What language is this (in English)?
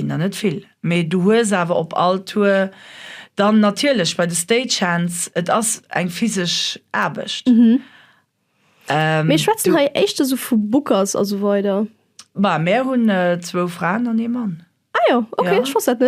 Luxembourgish